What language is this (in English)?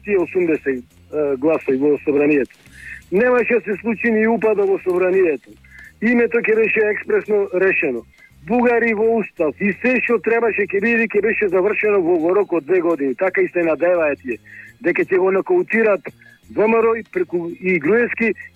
Macedonian